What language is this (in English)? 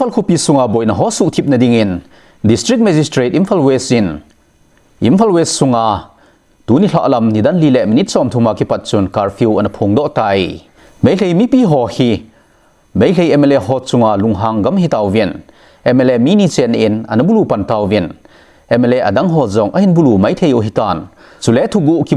Thado Chin